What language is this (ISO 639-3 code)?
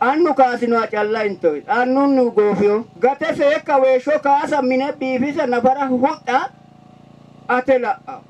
sid